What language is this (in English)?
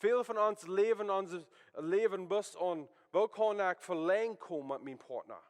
Plautdietsch